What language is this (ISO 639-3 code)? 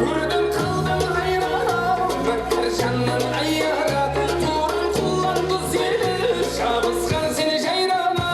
kaa